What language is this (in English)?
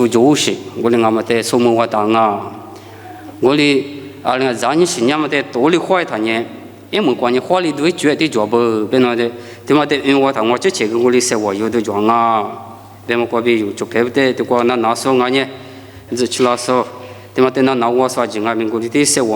Lisu